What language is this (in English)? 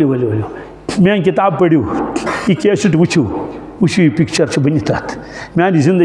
Kashmiri